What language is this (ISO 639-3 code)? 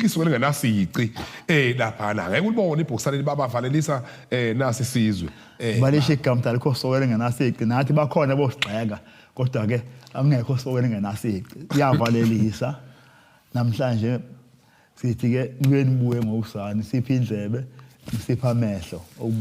zul